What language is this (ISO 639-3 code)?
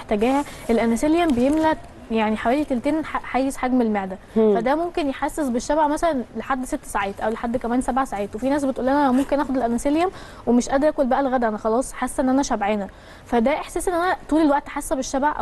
arz